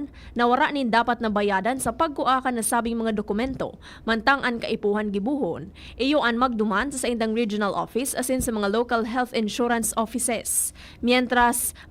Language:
Bikol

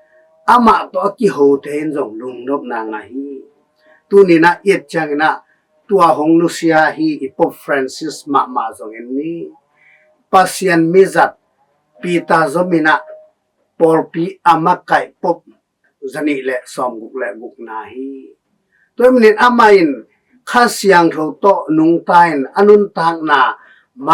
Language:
Tedim Chin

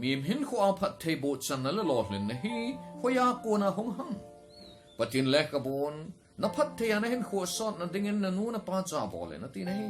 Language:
Thado Chin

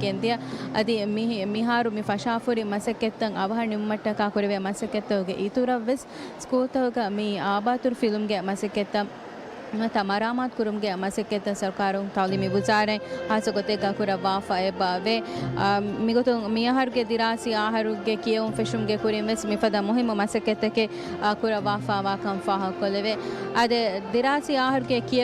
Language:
Divehi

